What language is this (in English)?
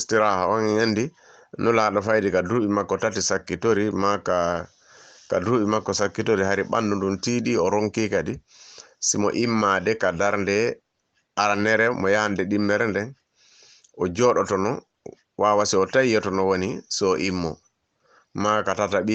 Fula